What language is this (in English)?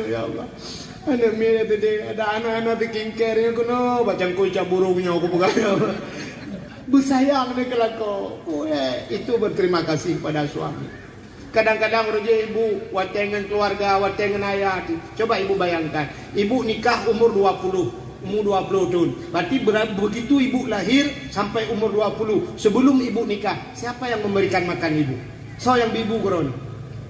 Achinese